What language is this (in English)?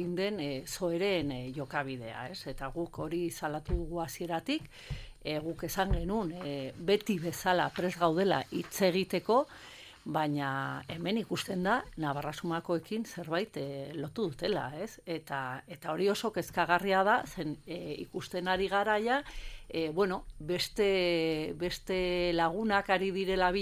Basque